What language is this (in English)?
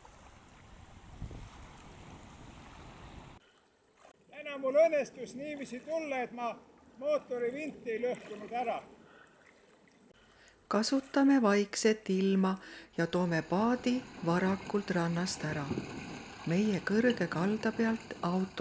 Estonian